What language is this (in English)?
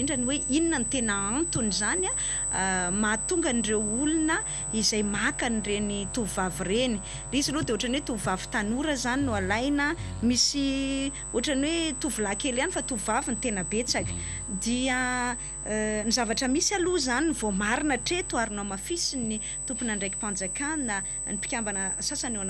Malagasy